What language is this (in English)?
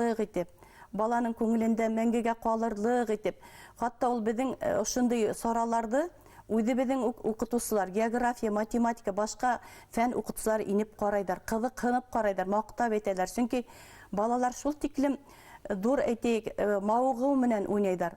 Bashkir